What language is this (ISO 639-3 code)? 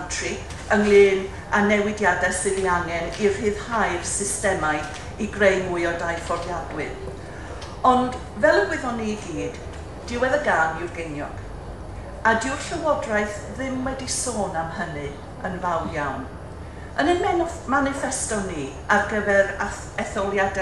cym